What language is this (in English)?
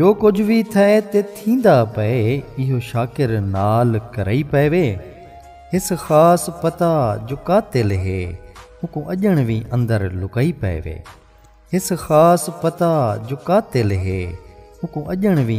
Saraiki